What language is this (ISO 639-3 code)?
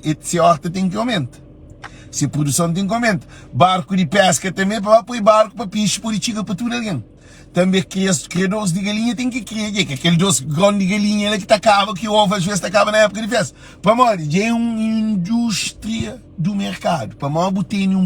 kea